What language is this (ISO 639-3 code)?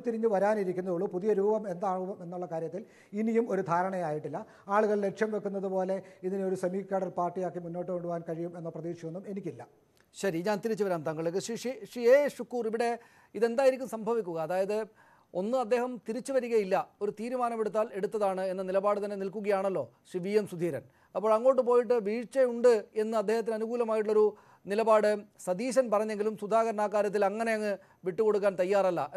mal